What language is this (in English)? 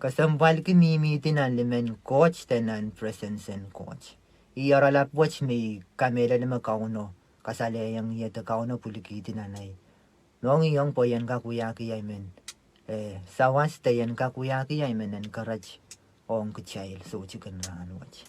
Pohnpeian